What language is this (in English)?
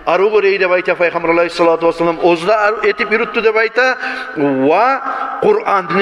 Kumyk